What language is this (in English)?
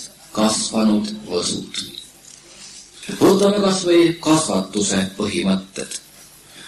Estonian